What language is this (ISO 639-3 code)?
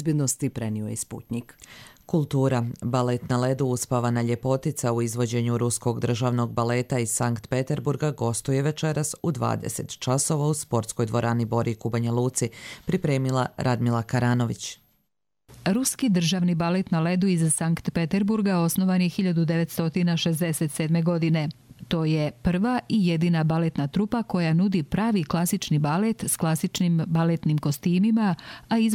hrv